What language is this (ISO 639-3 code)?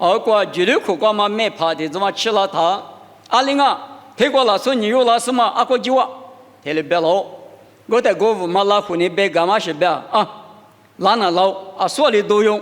lis